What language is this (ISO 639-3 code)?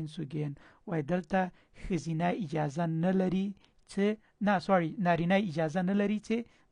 pus